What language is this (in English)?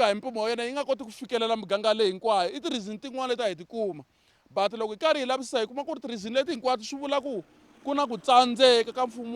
Tsonga